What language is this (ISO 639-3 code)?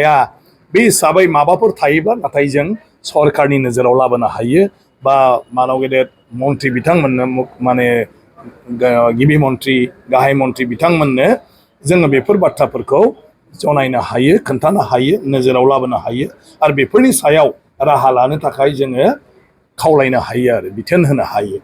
brx